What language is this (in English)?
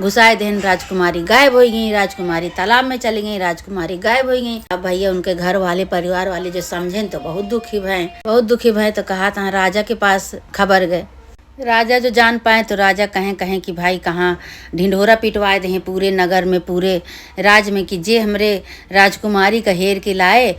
Awadhi